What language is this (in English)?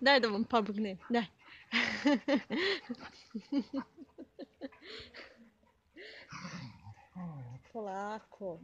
Bosnian